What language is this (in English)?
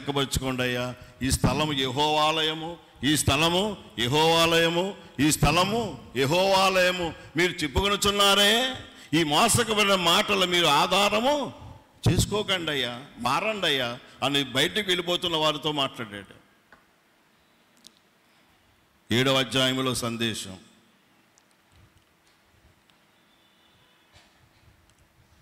Telugu